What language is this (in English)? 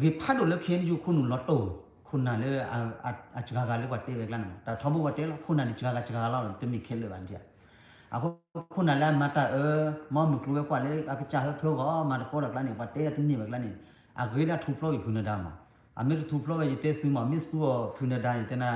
S'gaw Karen